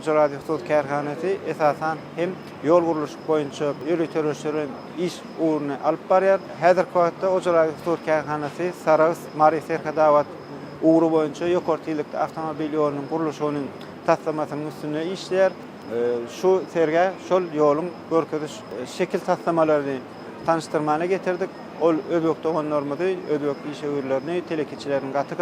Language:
Turkmen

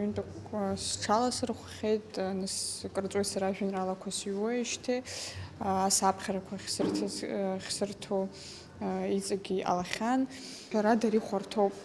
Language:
Abkhazian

